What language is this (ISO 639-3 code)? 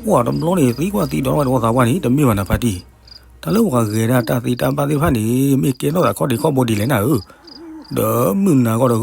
ksw